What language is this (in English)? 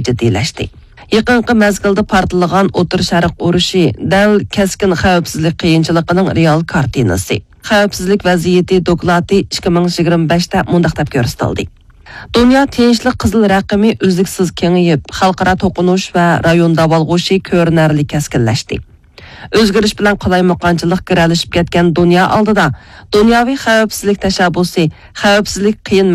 Uyghur